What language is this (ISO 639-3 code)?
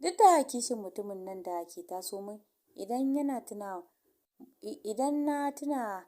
hau